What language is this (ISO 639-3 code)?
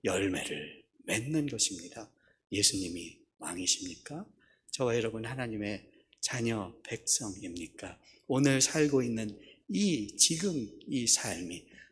kor